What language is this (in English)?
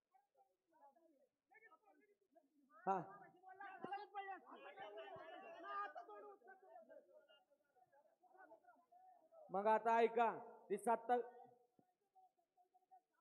Marathi